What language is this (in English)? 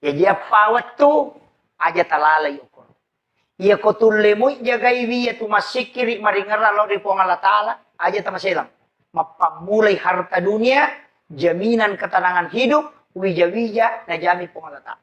Buginese